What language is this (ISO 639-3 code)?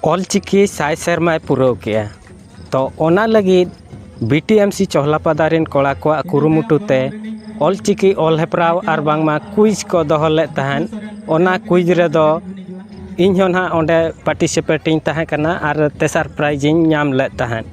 sat